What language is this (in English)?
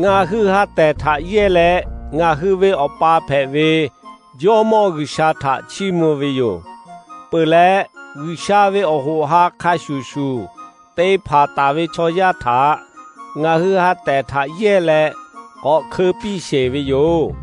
Lahu